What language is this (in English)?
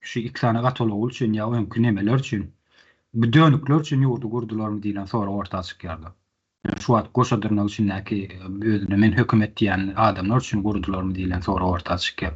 Turkmen